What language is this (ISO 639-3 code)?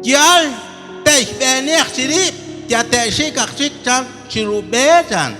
kek